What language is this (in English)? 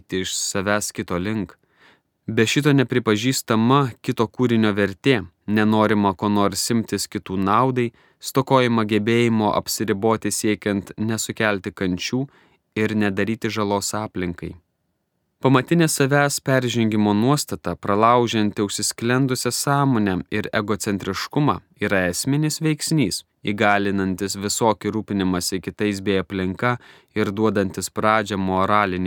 Lithuanian